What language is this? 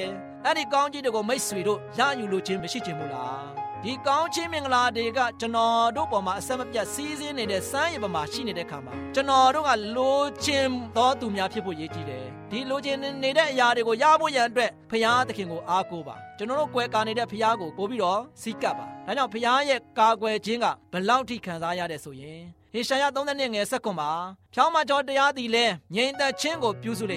Burmese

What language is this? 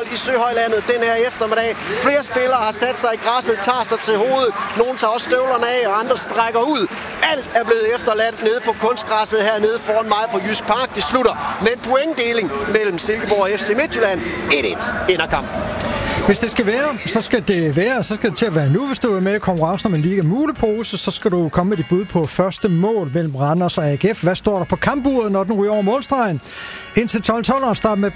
Danish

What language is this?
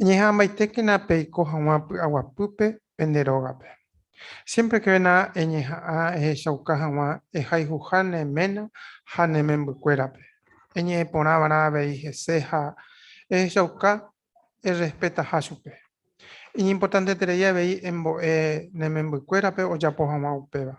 Guarani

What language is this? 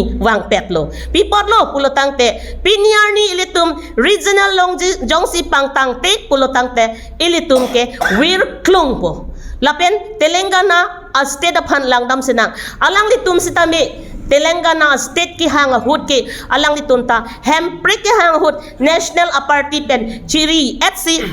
Karbi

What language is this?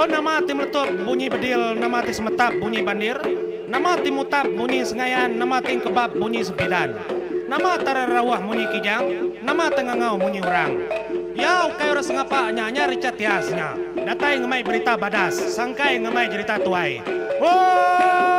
Iban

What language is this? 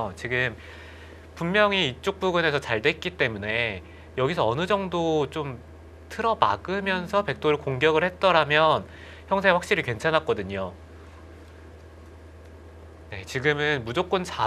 Korean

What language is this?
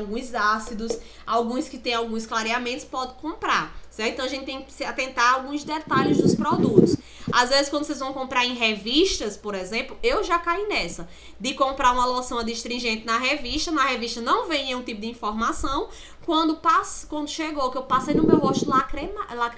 Portuguese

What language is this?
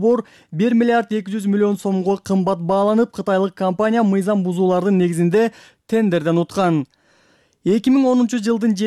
Kyrgyz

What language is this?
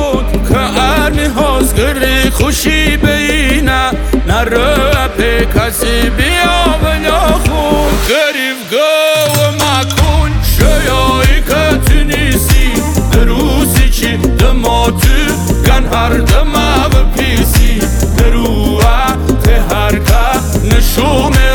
Persian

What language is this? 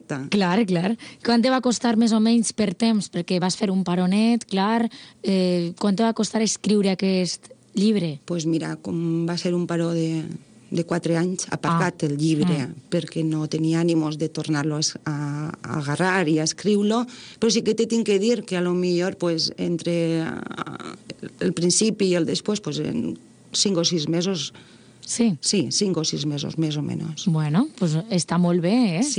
Catalan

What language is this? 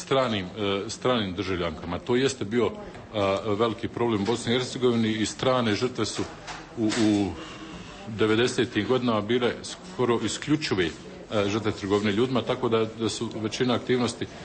Croatian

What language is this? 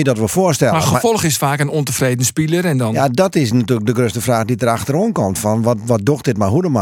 Western Frisian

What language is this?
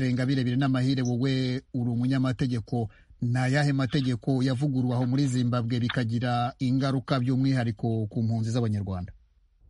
Kinyarwanda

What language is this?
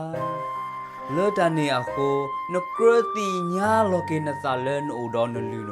S'gaw Karen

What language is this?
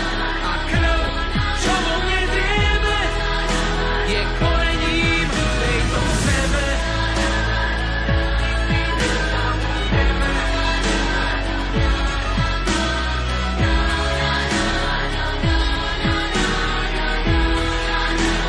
Slovak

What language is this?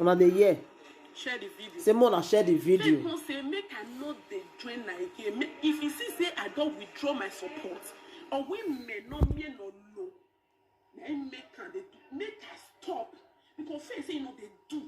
Nigerian Pidgin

